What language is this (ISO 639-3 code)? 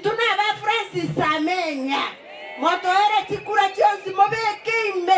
guz